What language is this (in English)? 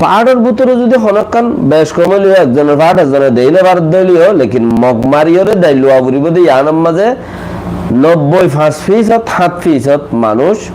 Rohingya